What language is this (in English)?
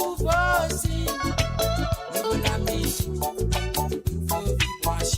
Morisyen